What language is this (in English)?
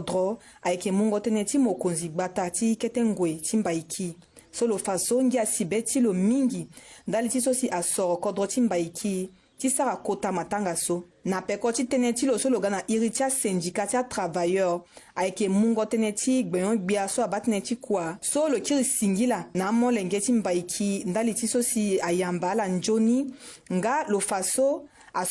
Sango